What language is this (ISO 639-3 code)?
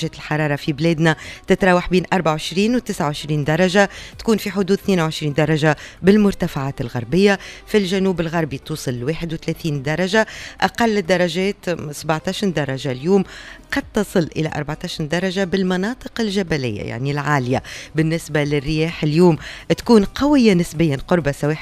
aeb